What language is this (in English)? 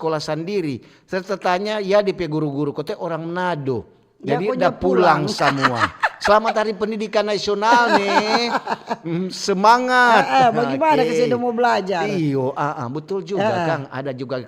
Manado Malay